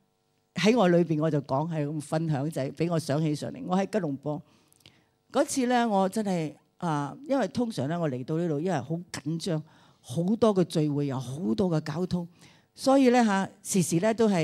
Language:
Cantonese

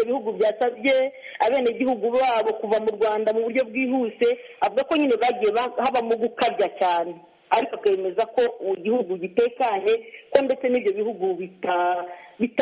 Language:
Kinyarwanda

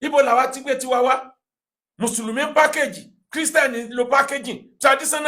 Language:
Yoruba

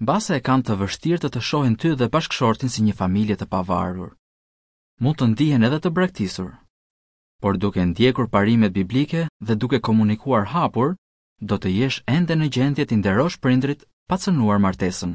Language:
Albanian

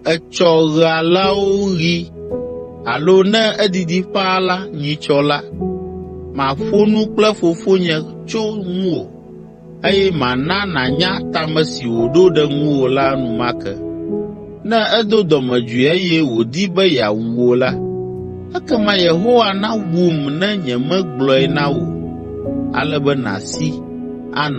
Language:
Ewe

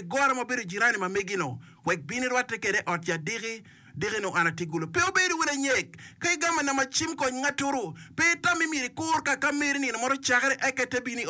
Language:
Acoli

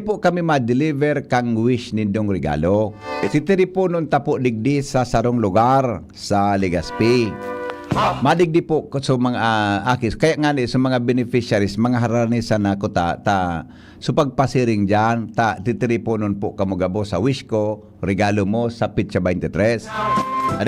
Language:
Bikol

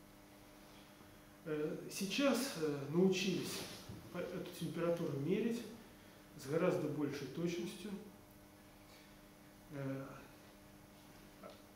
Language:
Russian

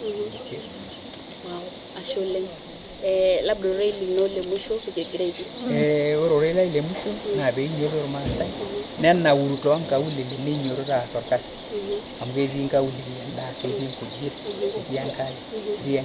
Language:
Masai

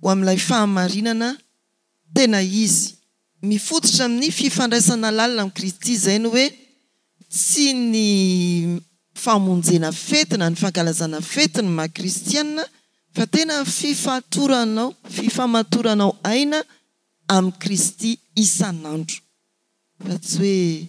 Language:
Malagasy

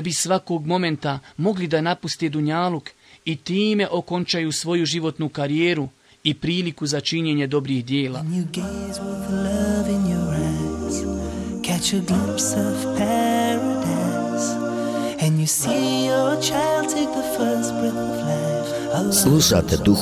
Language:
Bosnian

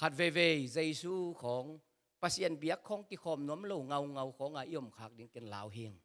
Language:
Tedim Chin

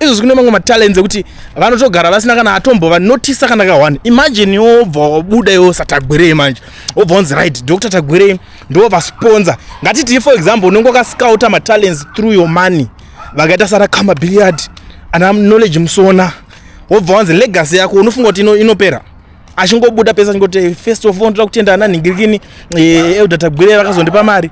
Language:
Shona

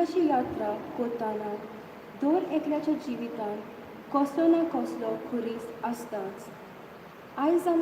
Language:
Konkani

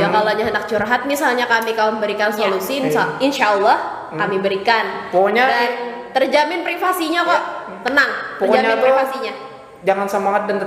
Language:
Banjar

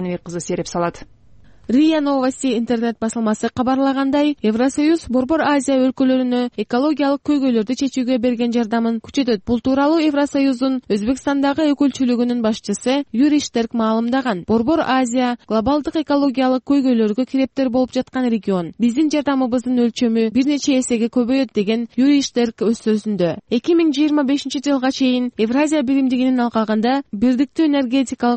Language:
Kyrgyz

